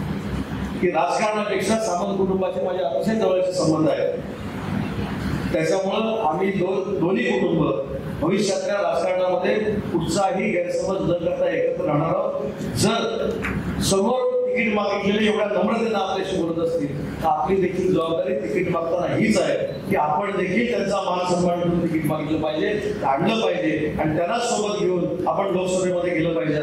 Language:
Marathi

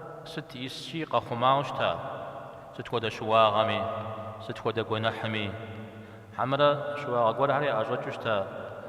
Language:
Kabardian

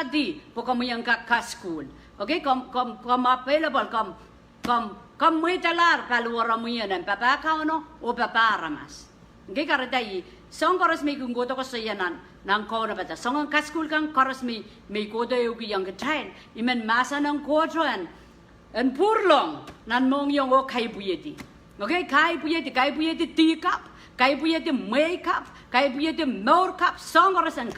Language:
Pohnpeian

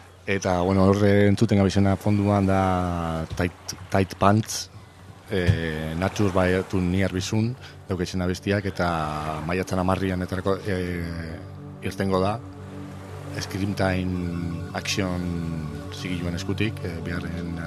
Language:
Basque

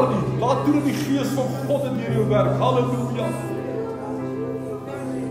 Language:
Afrikaans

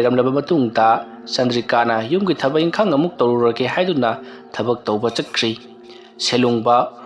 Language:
Manipuri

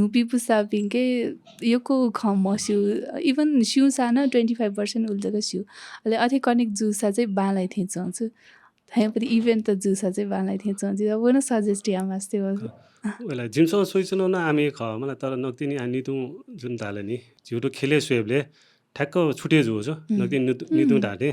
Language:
Newari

